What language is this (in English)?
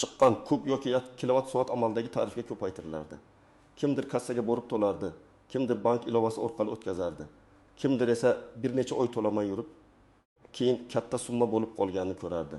Uzbek